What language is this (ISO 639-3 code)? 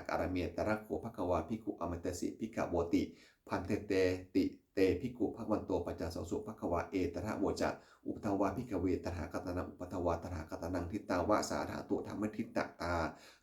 pli